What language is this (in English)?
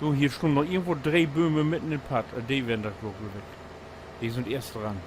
Low German